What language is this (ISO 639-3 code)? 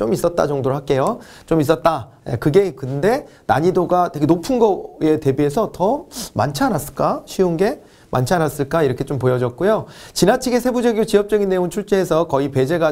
kor